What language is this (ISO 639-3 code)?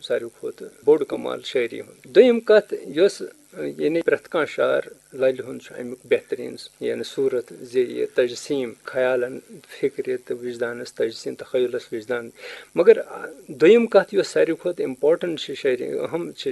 kas